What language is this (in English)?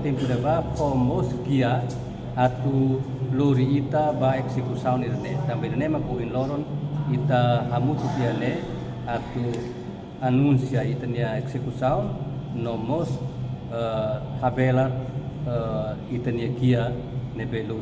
Tetum